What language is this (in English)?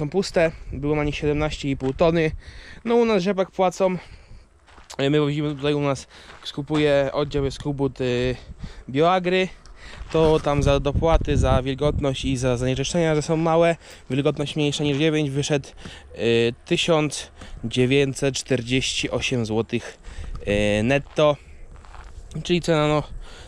Polish